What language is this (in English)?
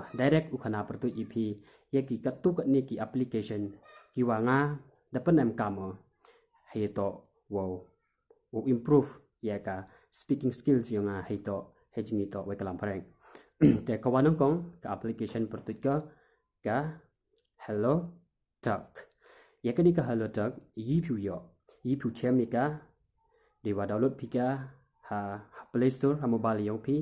Pnar